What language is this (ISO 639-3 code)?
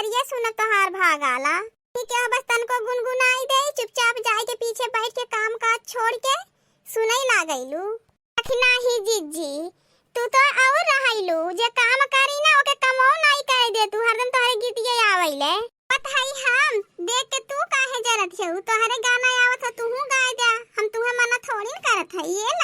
awa